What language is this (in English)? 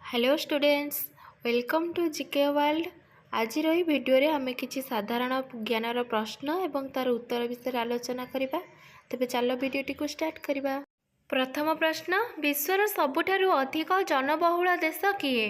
Odia